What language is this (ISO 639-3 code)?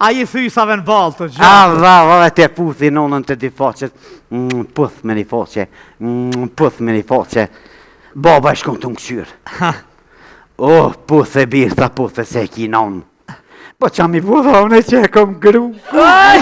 sqi